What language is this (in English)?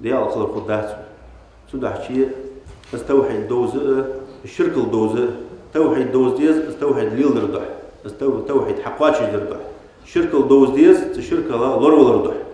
Ingush